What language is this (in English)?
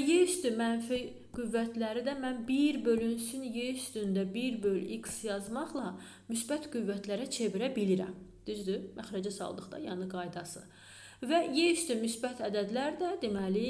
Azerbaijani